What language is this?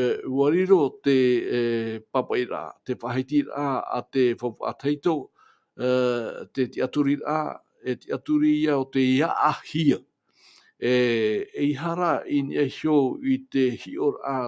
Tahitian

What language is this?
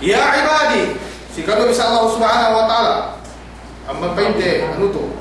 Yakan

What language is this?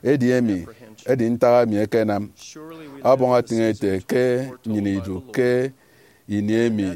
Efik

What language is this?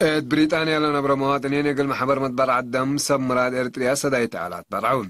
Tigre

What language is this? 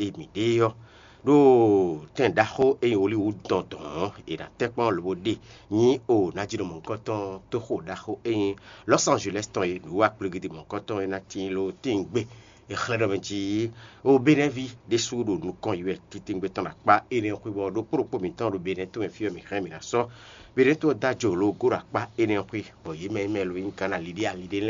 Fon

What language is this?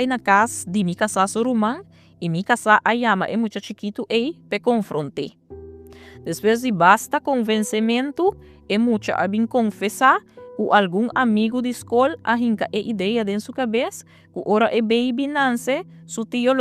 Papiamento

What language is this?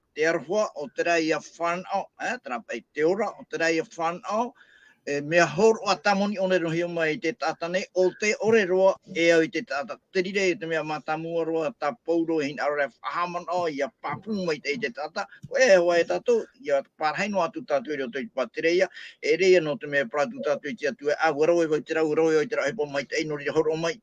Tahitian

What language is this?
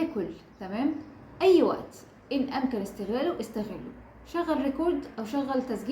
Egyptian Arabic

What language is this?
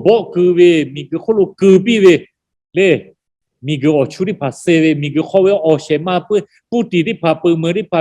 Lahu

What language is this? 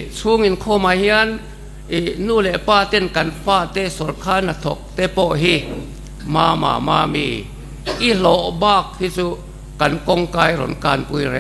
Mizo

